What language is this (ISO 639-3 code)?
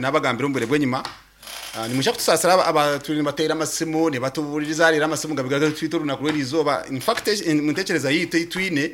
nyn